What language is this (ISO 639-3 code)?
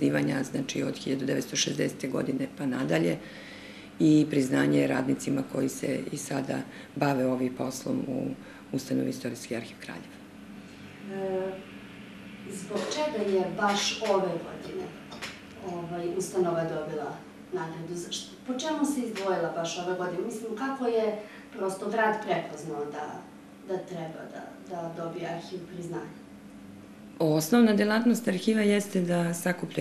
srp